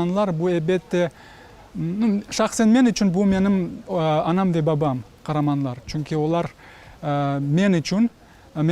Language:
Crimean Tatar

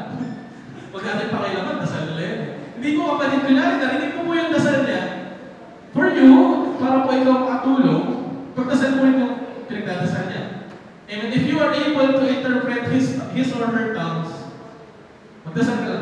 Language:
Filipino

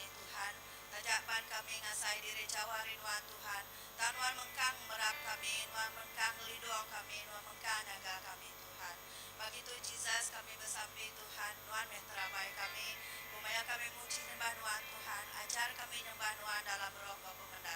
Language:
Iban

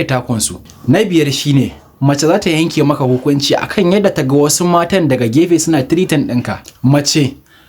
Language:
Hausa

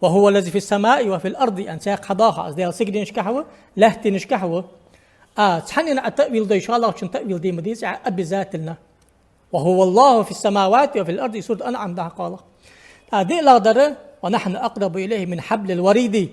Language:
Ingush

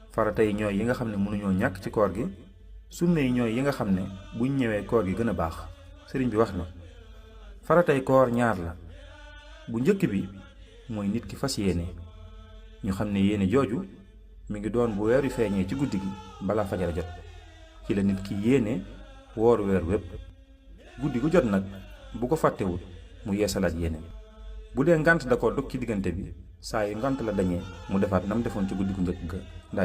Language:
Wolof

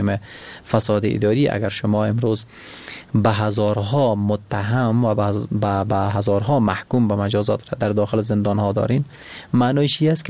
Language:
Persian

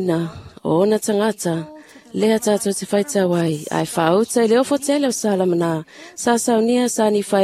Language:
Samoan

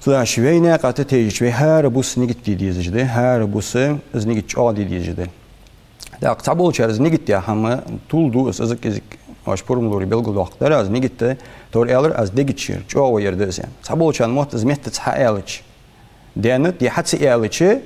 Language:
Ingush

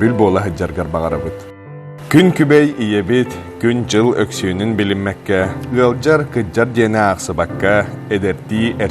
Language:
Yakut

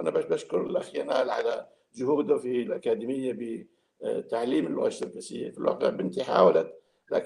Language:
North Levantine Arabic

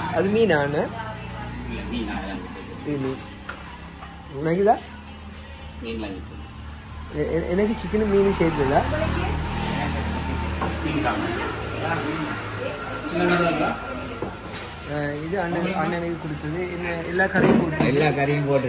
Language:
Tamil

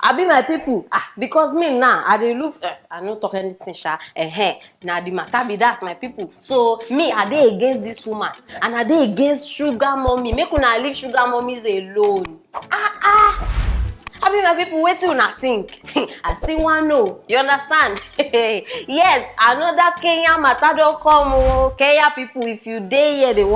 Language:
Nigerian Pidgin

